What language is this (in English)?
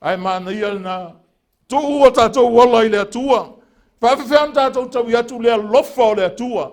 Samoan